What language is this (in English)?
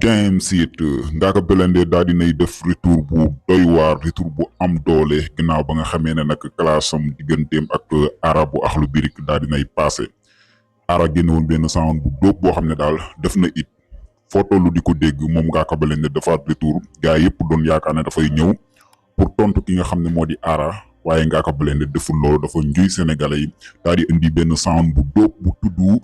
Wolof